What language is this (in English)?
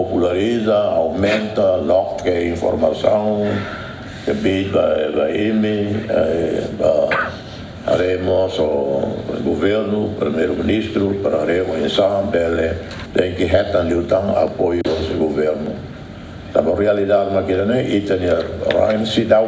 Tetum